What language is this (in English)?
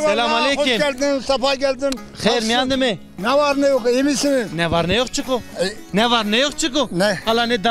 Zaza